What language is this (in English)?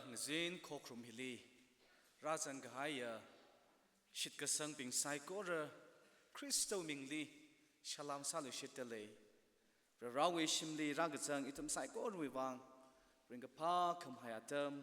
Tangkhul Naga (India)